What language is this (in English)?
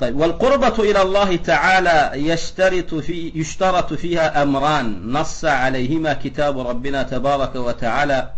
Turkmen